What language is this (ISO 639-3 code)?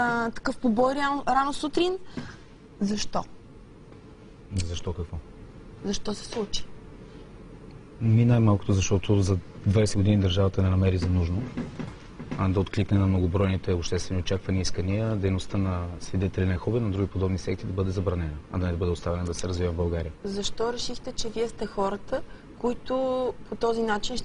bul